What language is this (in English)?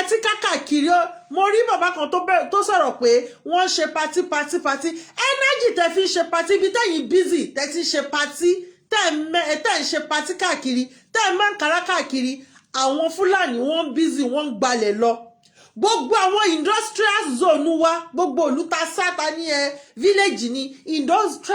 Yoruba